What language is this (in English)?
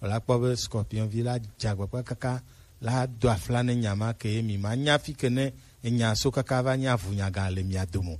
Gen